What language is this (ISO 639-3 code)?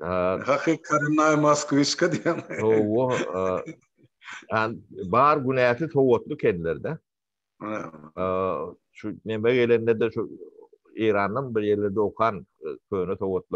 tuk